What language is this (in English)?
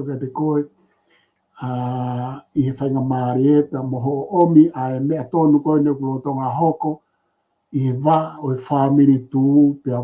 Tongan